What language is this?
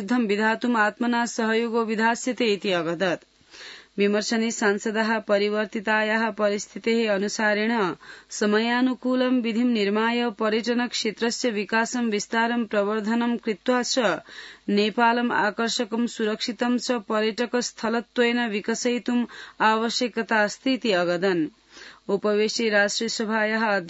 Sanskrit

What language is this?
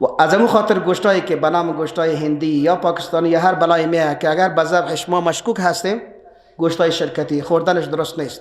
Persian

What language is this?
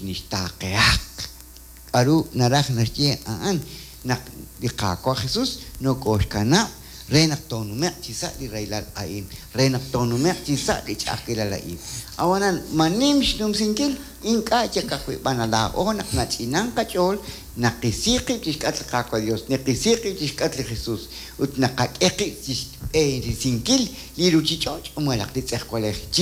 Kekchí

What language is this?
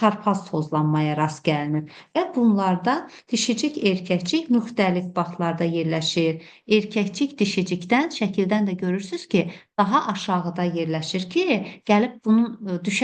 Azerbaijani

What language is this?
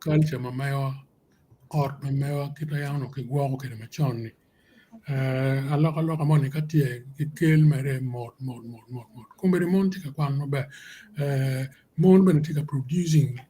Acoli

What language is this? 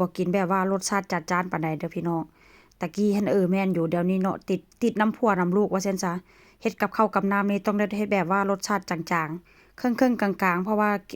Northeastern Thai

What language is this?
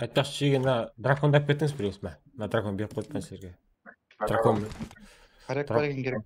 Kara-Kalpak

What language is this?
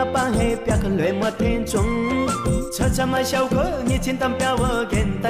Newari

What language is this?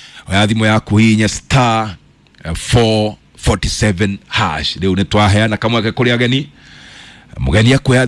Kikuyu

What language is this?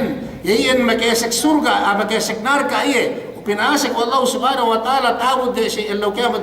Yakan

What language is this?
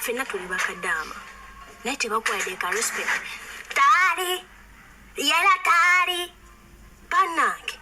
Ganda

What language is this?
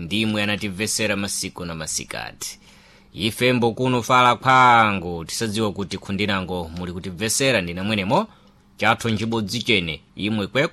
Sena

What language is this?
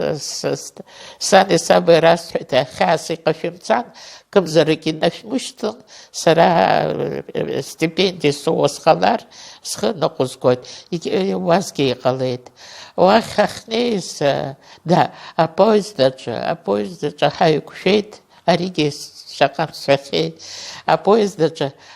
Abkhazian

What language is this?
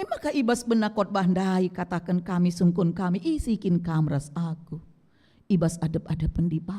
Batak Karo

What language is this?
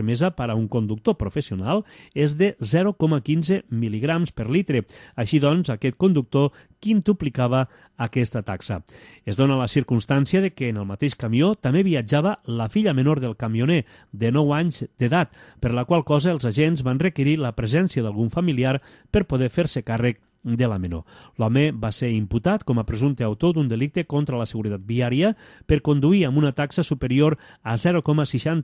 Catalan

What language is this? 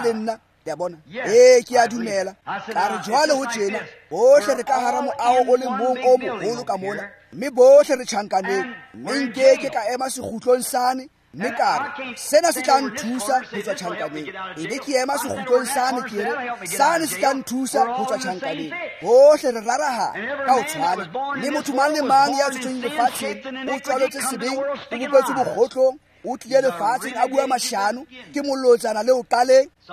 Tswana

